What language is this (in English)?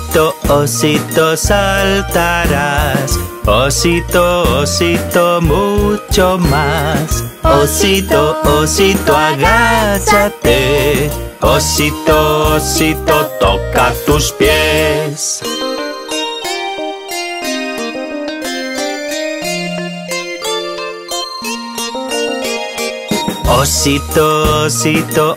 Spanish